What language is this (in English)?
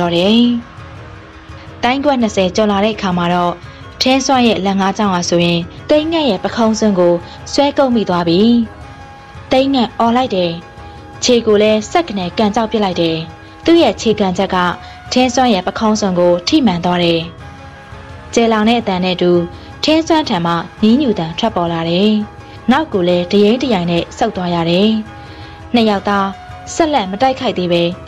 Burmese